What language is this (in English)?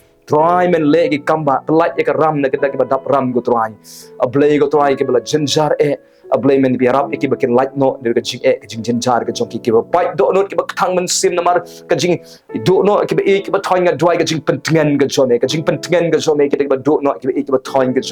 Khasi